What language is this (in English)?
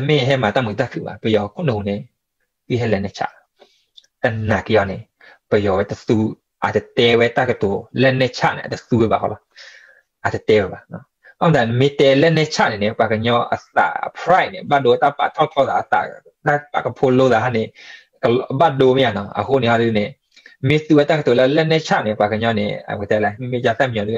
S'gaw Karen